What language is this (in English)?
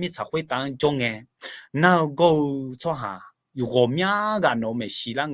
Akha